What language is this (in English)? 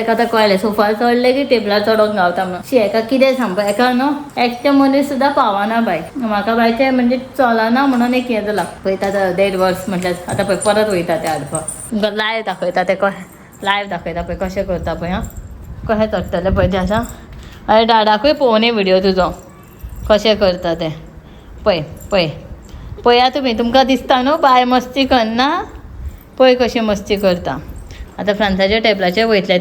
Konkani